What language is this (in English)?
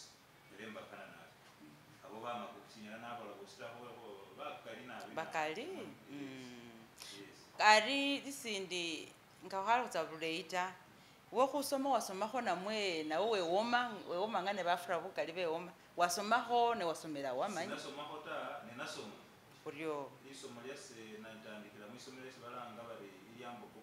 Masaaba